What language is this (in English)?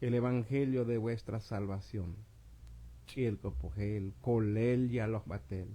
Tzotzil